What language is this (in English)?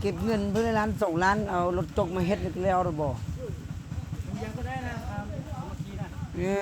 Lao